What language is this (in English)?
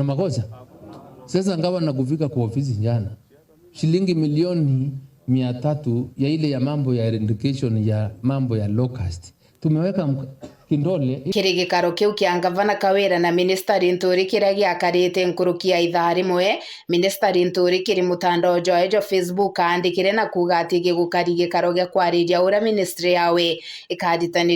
Meru